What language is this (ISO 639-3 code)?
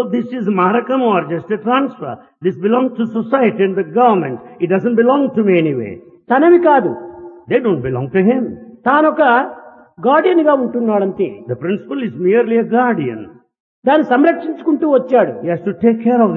tel